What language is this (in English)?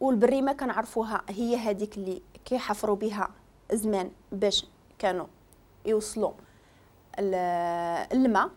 Moroccan Arabic